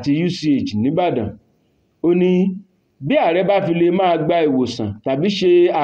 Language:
Yoruba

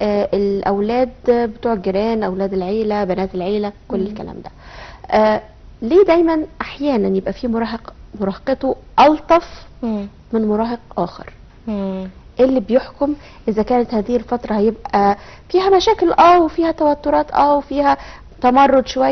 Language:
Egyptian Arabic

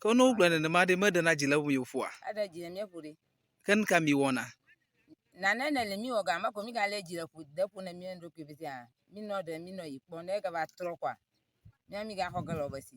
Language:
Ewe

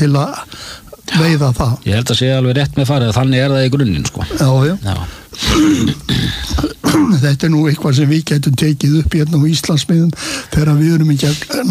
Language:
Icelandic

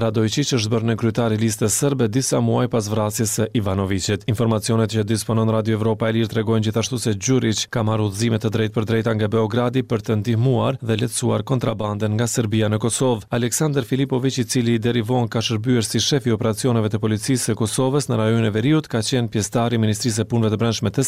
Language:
Albanian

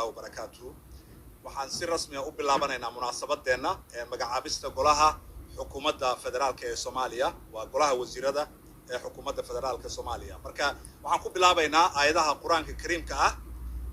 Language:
Somali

